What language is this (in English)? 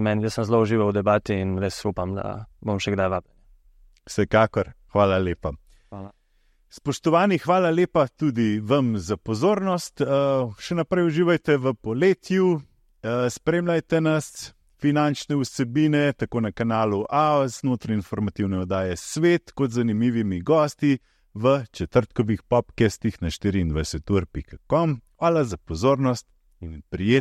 Slovenian